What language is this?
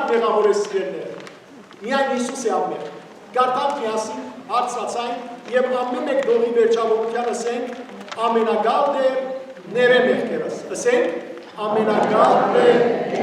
Western Armenian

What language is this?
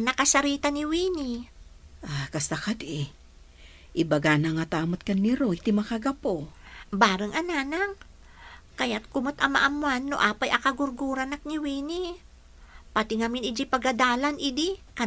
Iloko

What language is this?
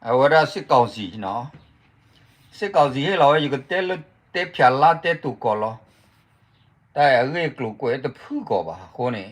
S'gaw Karen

